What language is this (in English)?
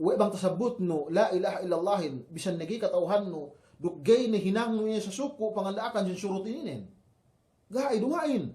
Yakan